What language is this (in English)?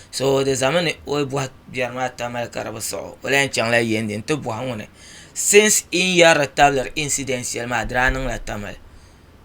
Dagbani